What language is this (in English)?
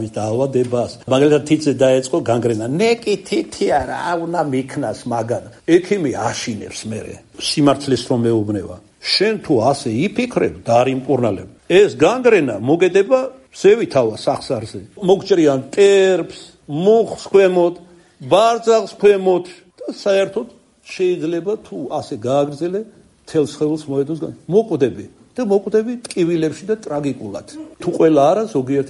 Georgian